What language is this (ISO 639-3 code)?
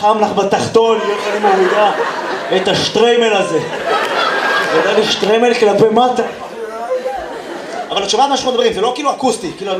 heb